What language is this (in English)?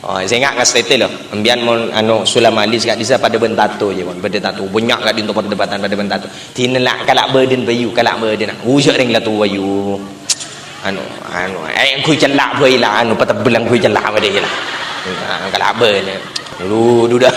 Madurese